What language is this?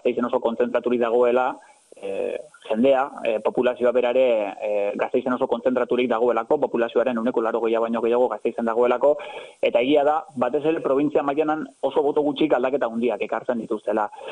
Basque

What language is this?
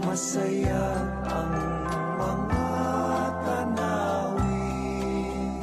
Bikol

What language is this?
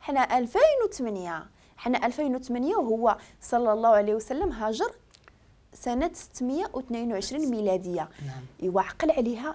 Moroccan Arabic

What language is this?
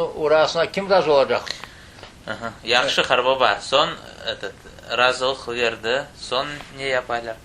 Crimean Tatar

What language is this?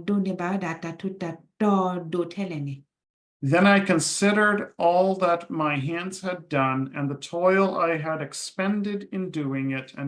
S'gaw Karen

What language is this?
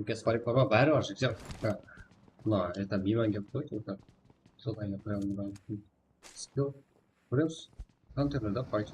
Kara-Kalpak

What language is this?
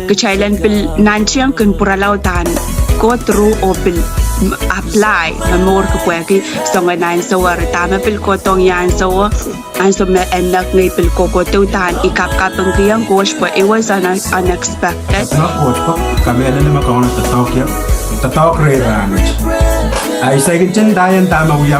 Pohnpeian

